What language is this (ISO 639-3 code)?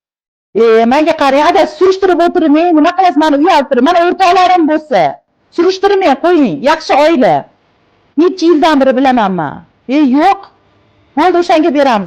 uzb